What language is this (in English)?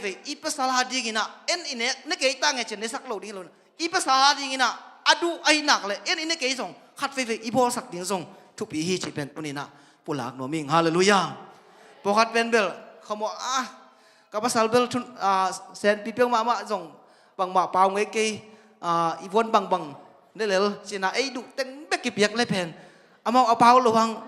Tedim Chin